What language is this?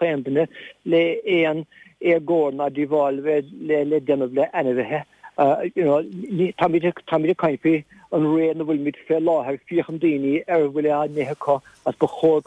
Irish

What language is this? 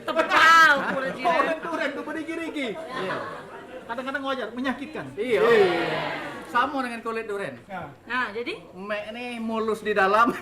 Musi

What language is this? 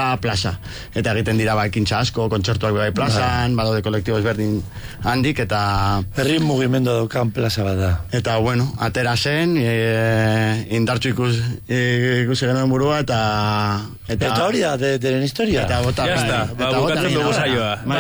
Basque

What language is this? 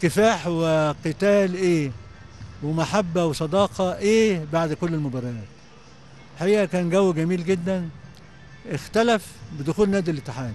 Egyptian Arabic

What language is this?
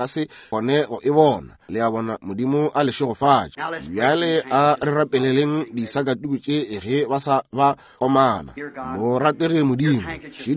Northern Sotho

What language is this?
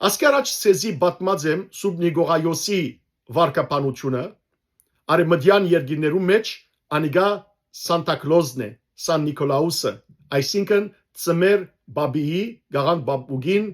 Western Armenian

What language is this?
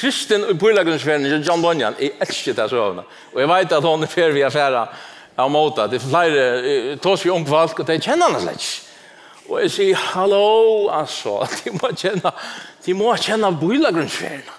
Faroese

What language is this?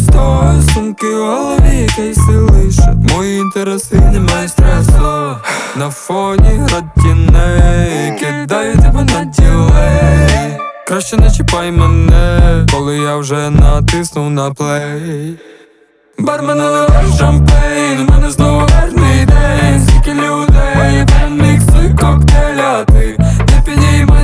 Ukrainian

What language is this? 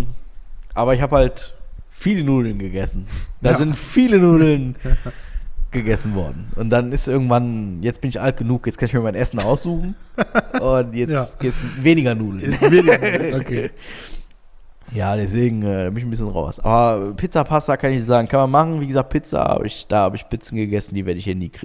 German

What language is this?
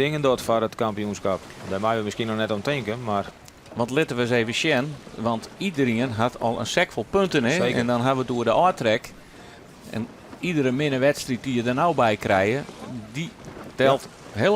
Western Frisian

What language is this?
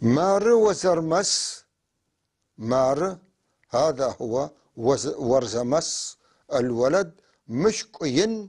North Levantine Arabic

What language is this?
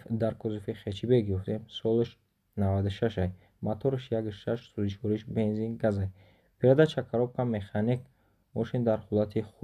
Tajik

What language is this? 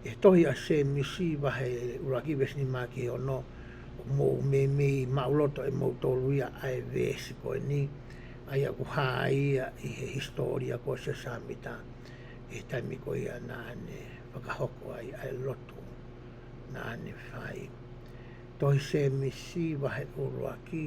Tongan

